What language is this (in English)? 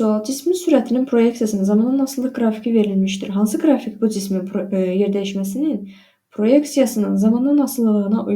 Azerbaijani